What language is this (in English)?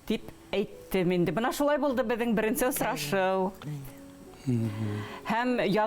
Bashkir